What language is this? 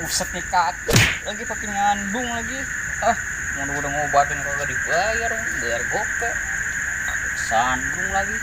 Betawi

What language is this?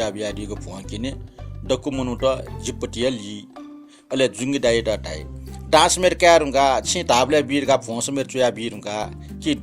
Newari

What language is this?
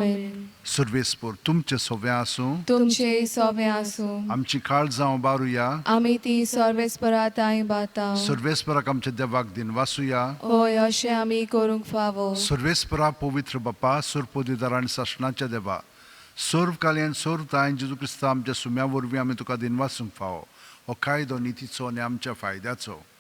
Konkani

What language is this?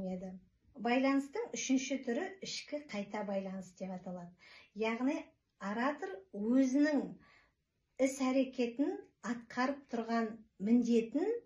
Kazakh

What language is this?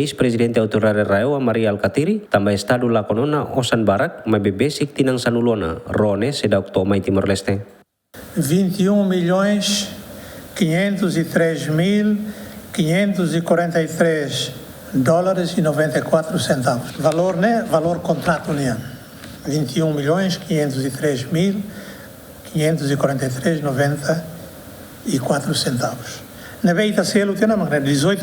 Tetum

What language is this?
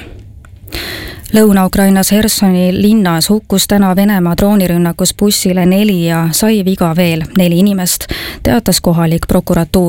Estonian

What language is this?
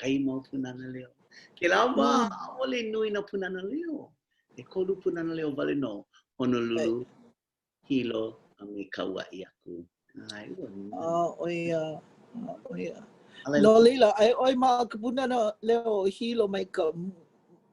Hawaiian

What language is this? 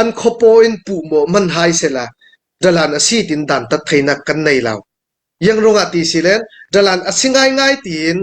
Hakha Chin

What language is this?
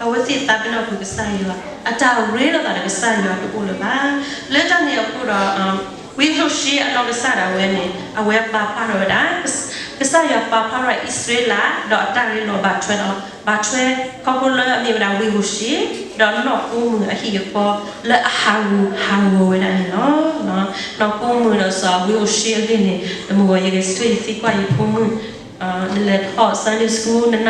S'gaw Karen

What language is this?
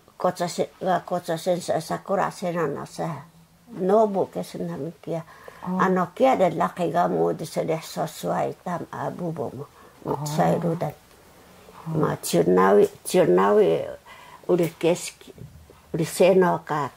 Taroko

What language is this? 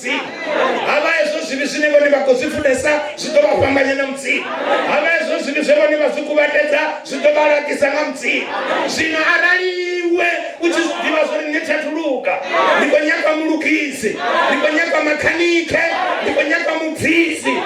Venda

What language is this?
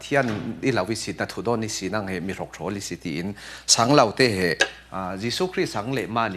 Falam Chin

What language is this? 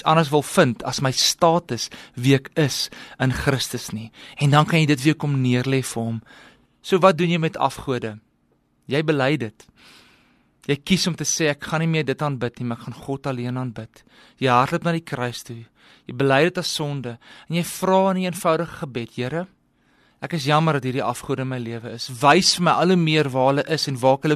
Afrikaans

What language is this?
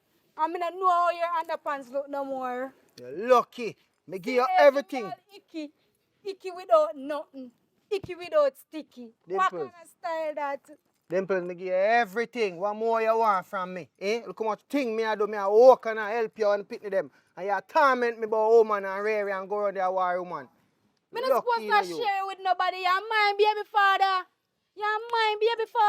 Jamaican Creole English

